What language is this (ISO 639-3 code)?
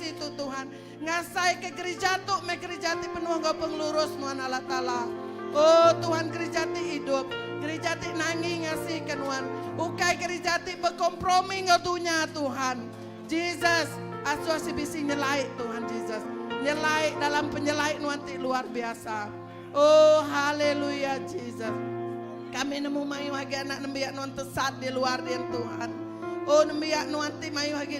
iba